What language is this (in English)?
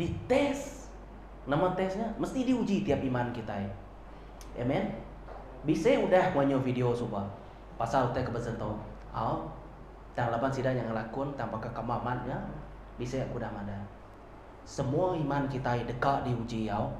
Iban